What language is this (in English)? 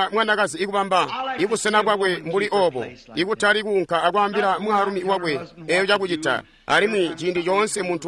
Tonga (Zambia)